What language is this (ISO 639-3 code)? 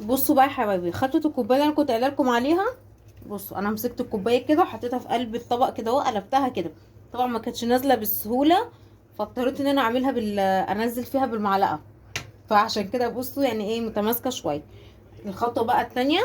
arz